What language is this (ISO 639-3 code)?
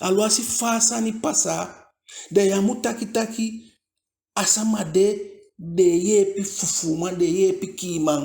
djk